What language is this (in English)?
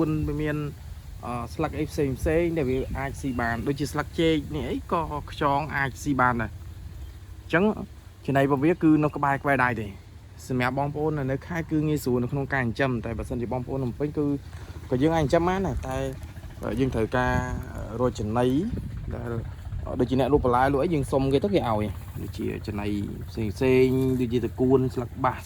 Khmer